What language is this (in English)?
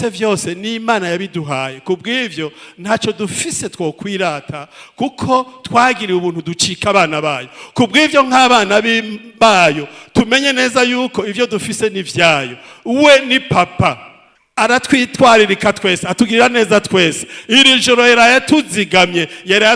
Rundi